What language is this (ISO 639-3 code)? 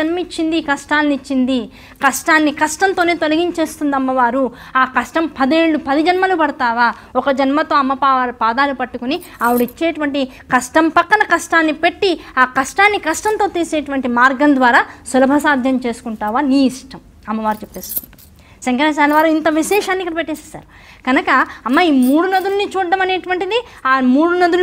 tel